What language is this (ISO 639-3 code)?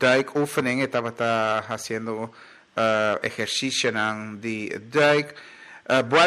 pap